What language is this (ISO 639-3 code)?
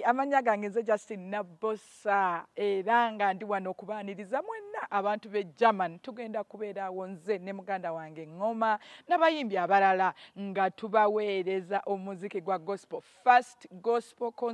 lug